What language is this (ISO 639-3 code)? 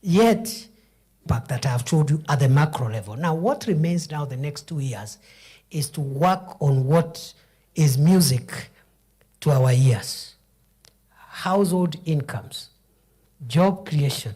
kam